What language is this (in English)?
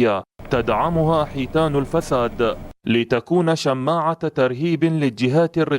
Mesopotamian Arabic